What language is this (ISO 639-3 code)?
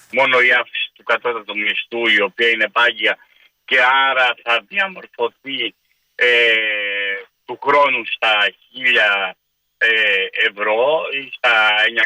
ell